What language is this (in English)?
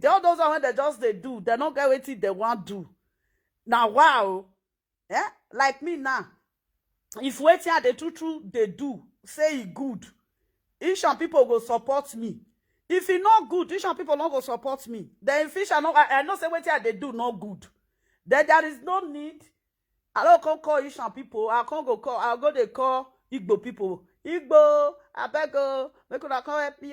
Nigerian Pidgin